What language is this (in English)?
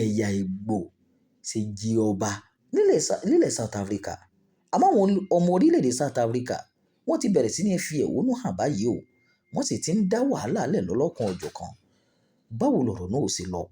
Yoruba